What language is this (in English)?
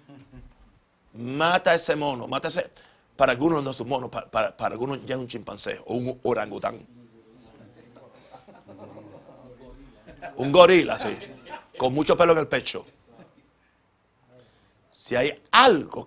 Spanish